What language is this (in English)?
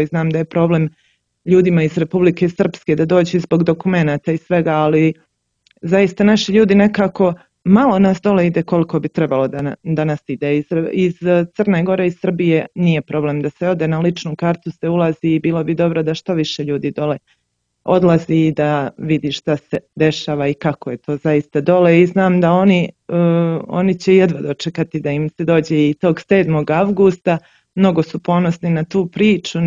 Serbian